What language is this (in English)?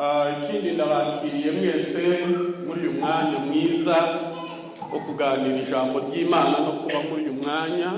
Kinyarwanda